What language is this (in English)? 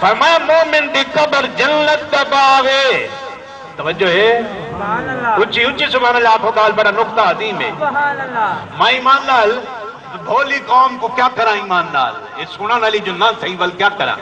Saraiki